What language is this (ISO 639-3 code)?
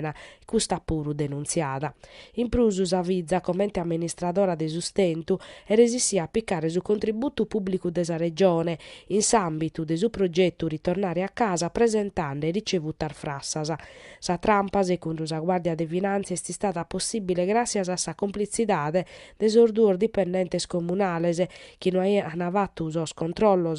srd